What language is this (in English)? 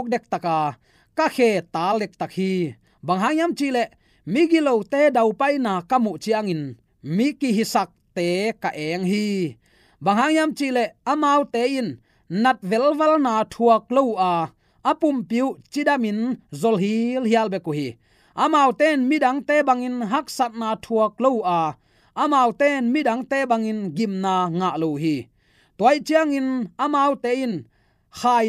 Tedim Chin